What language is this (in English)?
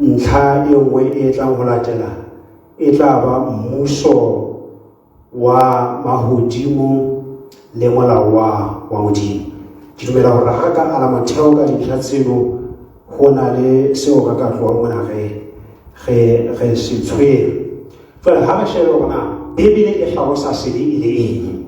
Southern Sotho